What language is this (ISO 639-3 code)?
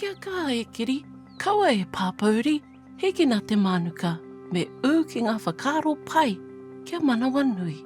mri